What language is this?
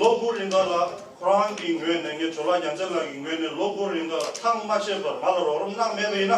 Tibetan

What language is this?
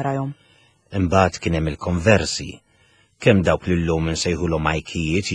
Maltese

